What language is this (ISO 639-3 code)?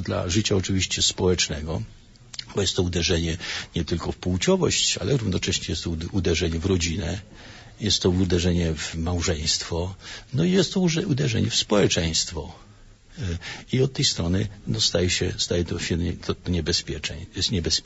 pol